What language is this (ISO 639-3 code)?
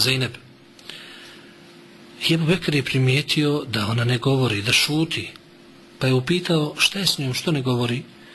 bos